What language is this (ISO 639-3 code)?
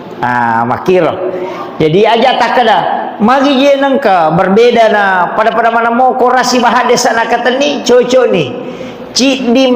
bug